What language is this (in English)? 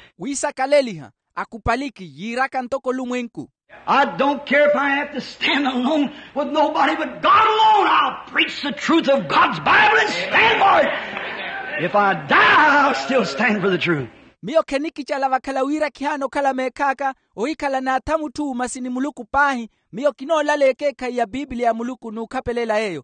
Makhuwa